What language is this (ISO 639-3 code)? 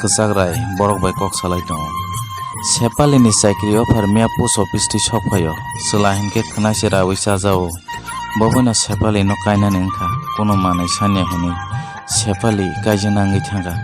trp